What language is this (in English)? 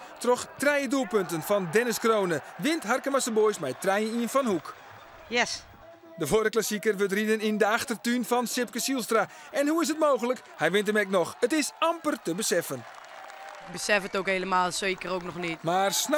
Western Frisian